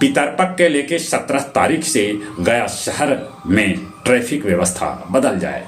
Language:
Magahi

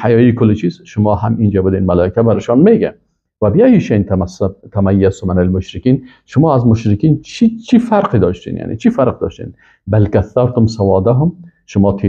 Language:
Persian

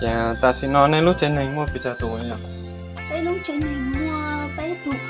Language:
Hmong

